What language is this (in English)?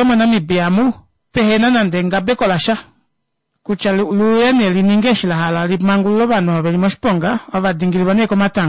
Kuanyama